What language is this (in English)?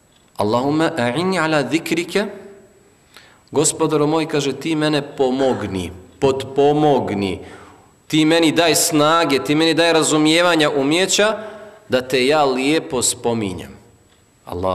Bosnian